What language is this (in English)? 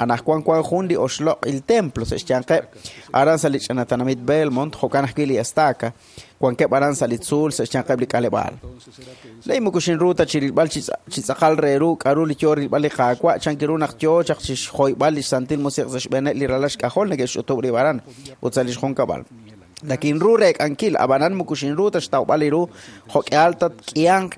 Kekchí